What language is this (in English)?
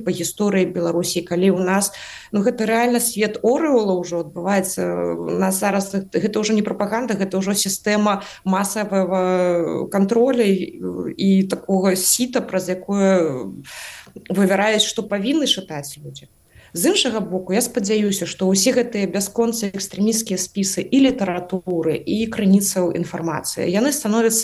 Belarusian